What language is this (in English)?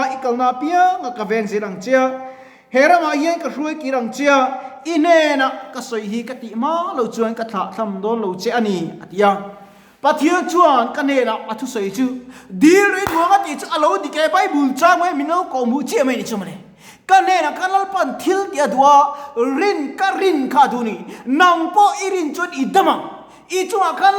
Mizo